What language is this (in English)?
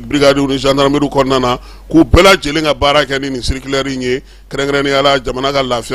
Bambara